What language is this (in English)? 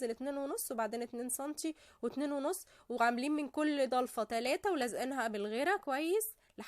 Egyptian Arabic